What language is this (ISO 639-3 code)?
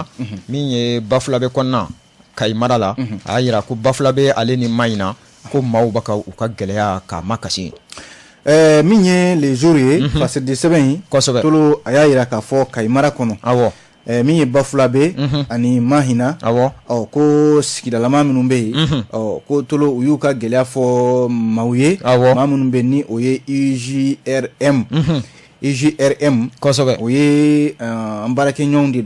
bam